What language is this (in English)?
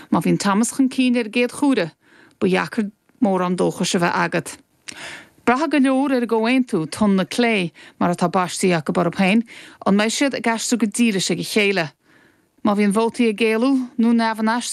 Irish